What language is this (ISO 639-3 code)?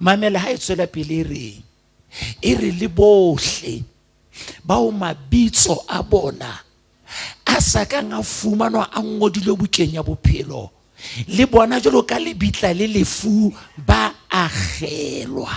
sot